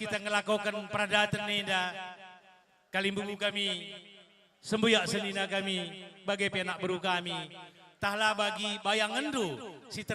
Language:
Batak Karo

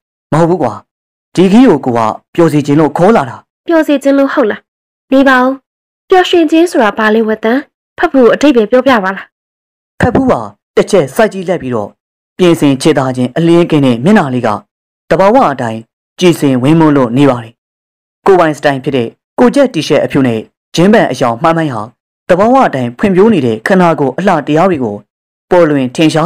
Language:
Burmese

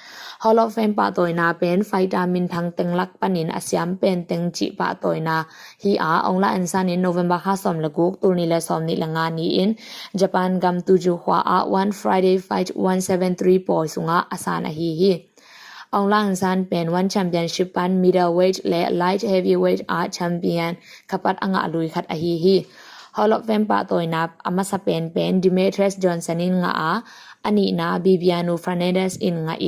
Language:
Tedim Chin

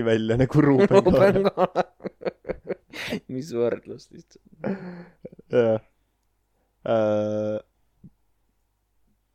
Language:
Estonian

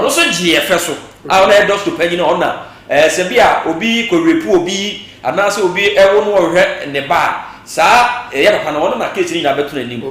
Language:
Akan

